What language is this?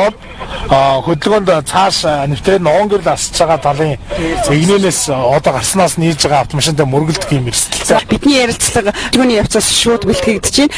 Mongolian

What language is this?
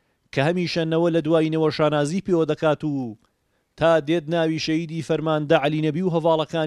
Central Kurdish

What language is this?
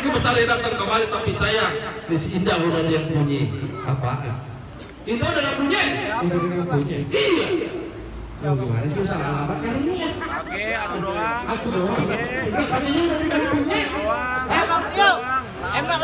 Betawi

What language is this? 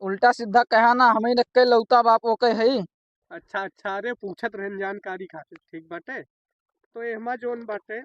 Awadhi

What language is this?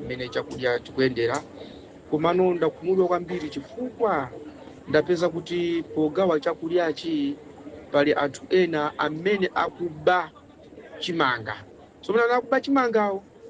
Nyanja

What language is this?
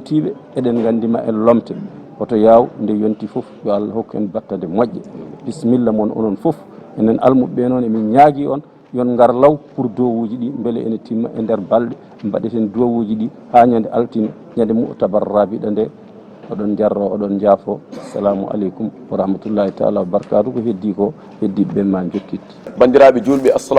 Fula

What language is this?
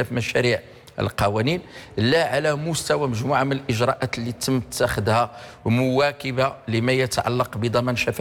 Arabic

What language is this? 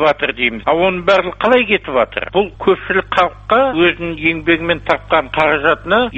Kazakh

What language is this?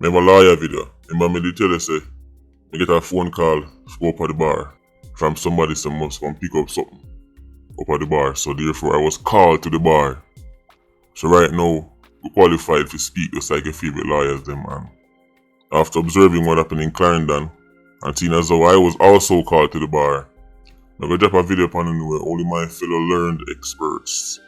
Jamaican Creole English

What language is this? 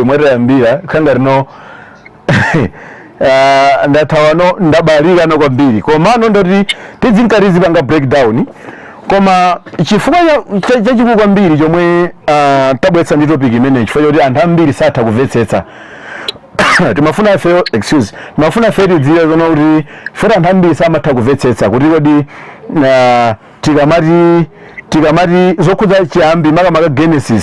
Nyanja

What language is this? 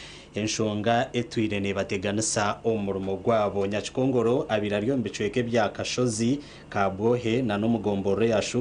Nyankole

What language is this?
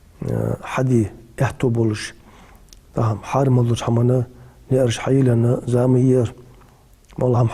Ingush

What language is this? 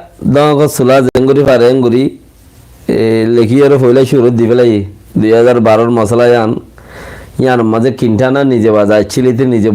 Rohingya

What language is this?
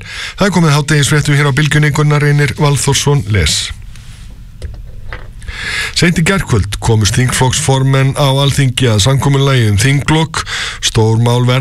Icelandic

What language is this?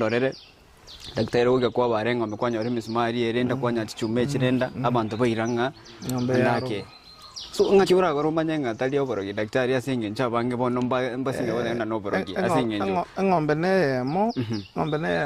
Gusii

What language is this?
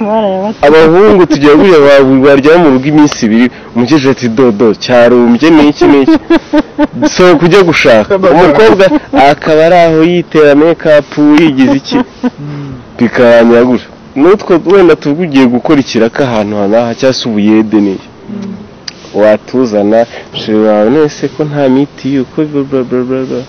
Kinyarwanda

